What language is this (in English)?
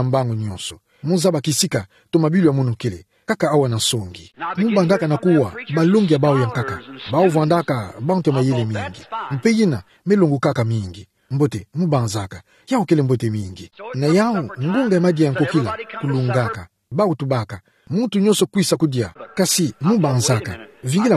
Kituba (Democratic Republic of Congo)